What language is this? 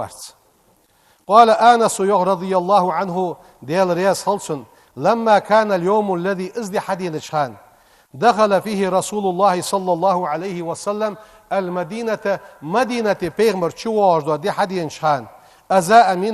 Ingush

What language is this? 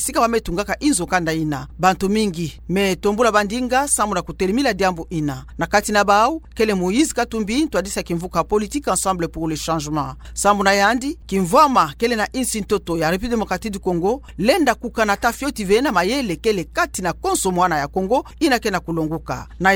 Kituba (Democratic Republic of Congo)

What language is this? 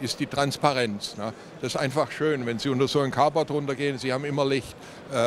German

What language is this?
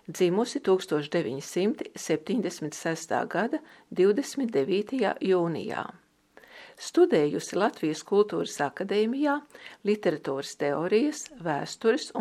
Latvian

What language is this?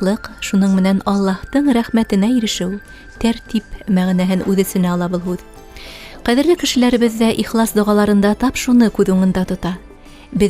Bashkir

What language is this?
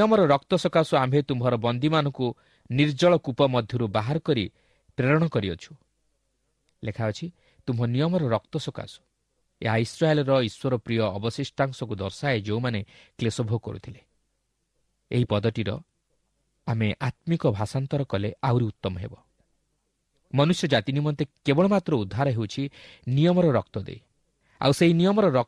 Odia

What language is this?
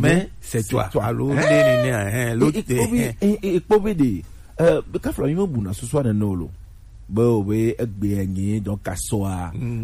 Gen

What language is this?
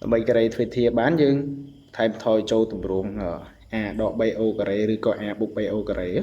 Khmer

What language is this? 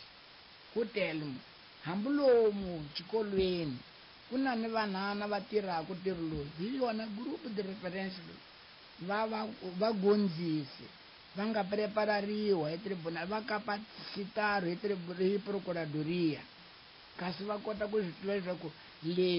Tsonga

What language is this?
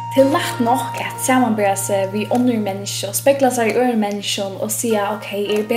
Faroese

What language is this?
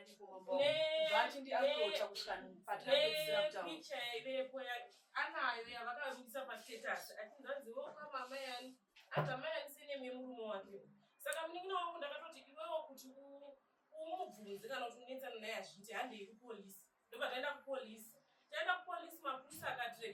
Shona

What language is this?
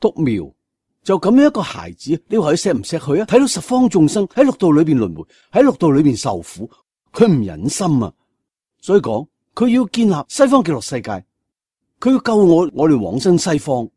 Cantonese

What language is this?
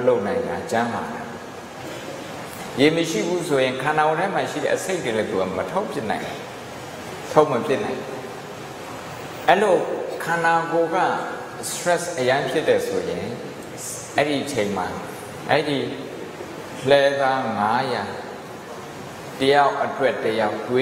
Burmese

